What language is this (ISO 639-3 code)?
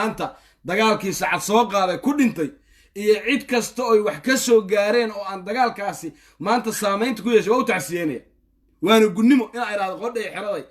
som